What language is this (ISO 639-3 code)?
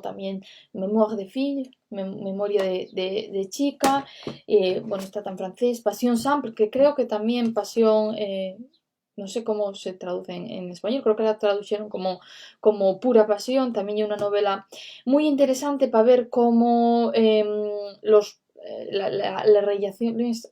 ast